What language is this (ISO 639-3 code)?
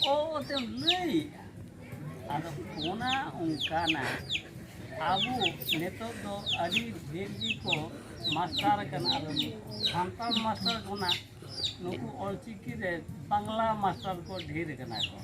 sat